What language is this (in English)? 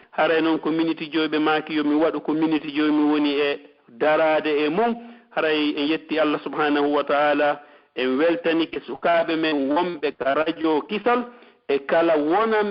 Pular